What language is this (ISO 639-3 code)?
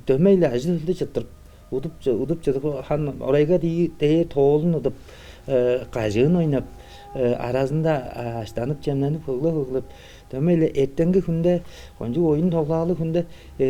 tyv